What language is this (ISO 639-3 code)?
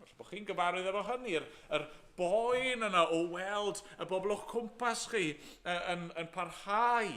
cym